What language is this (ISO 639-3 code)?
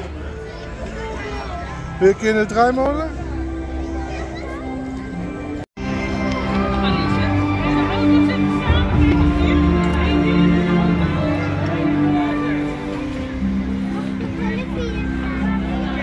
nld